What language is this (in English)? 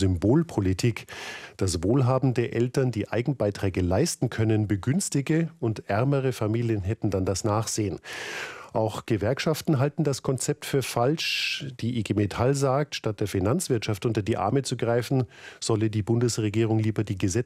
German